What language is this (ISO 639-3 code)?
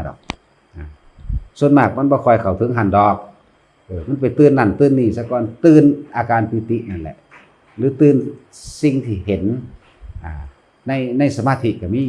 tts